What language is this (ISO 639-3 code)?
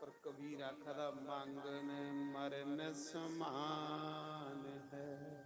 doi